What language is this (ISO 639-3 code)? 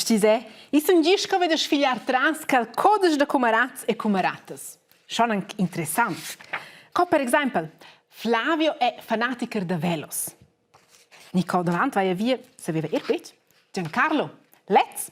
roh